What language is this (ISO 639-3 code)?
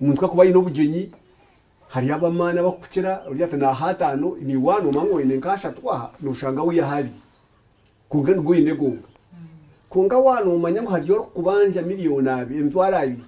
nyn